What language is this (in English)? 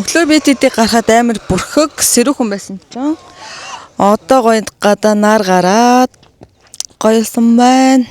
Mongolian